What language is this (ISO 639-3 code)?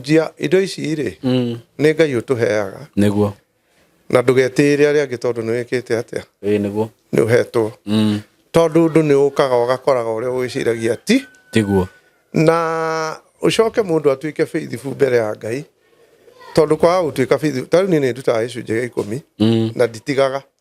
kik